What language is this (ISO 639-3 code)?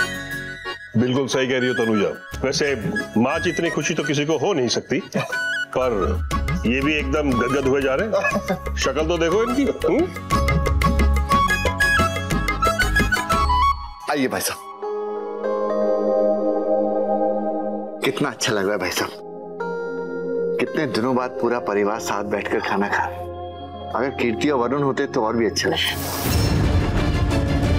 hin